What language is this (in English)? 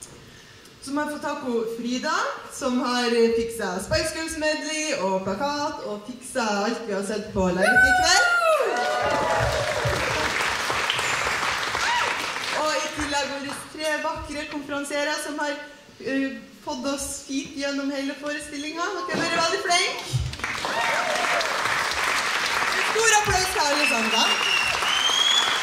Norwegian